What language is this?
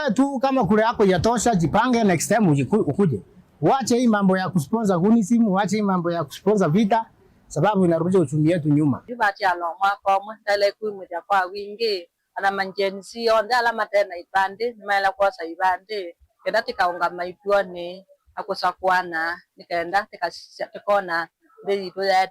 Kamba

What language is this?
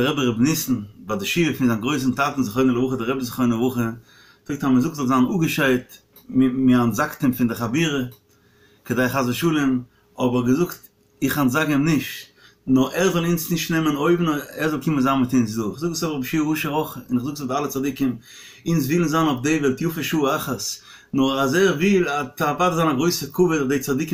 Yiddish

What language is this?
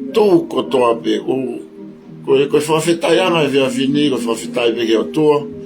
Tongan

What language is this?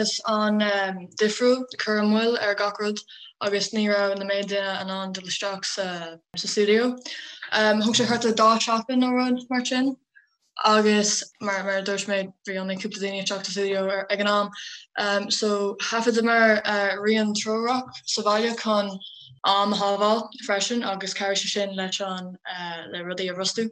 Irish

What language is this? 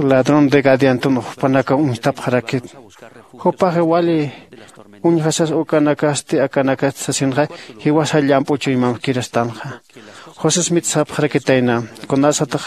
Aymara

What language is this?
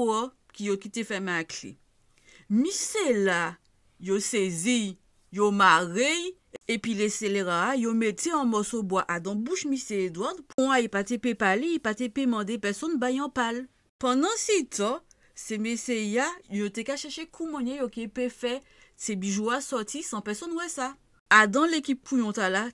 Guadeloupean Creole French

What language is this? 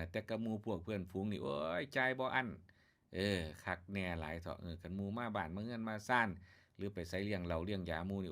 Northeastern Thai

